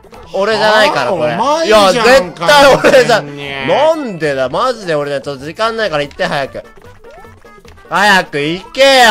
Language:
Japanese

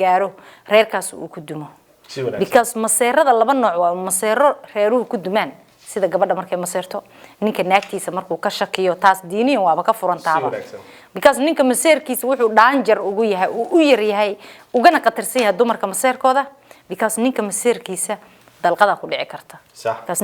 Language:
Somali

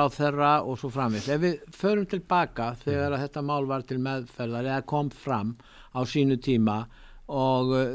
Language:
Icelandic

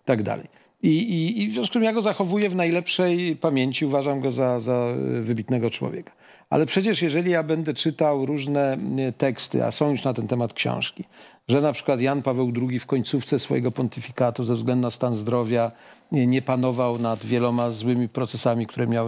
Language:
Polish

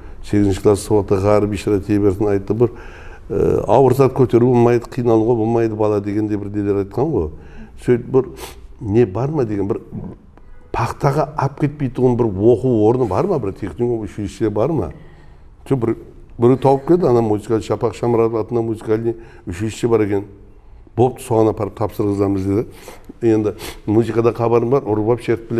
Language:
Kara-Kalpak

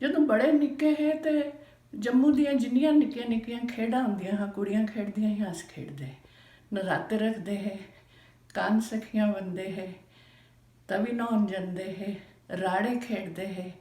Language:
Dogri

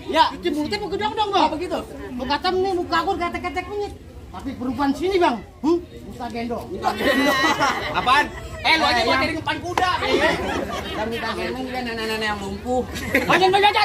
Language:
Betawi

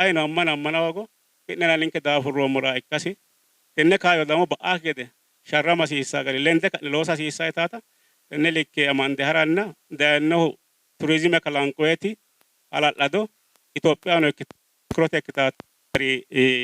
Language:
Sidamo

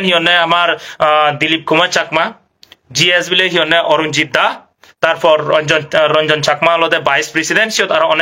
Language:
Chakma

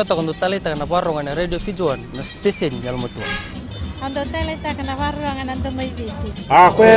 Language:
Fijian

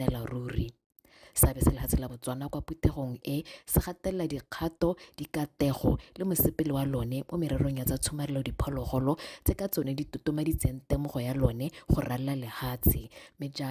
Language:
Tswana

